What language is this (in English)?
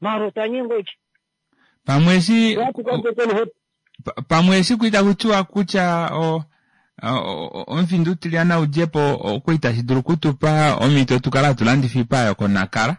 Kuanyama